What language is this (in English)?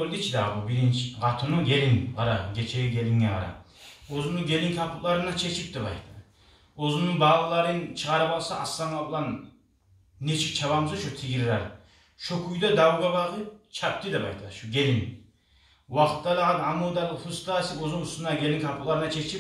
Kumyk